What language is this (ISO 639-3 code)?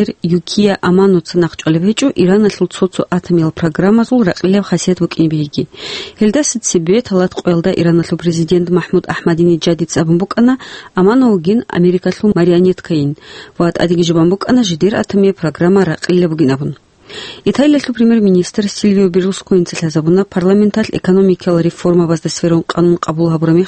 ava